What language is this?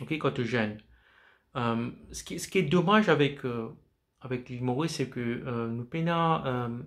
Morisyen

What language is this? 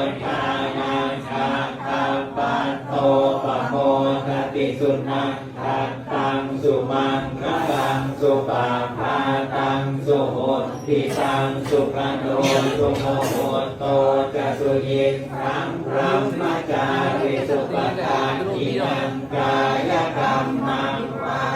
Pali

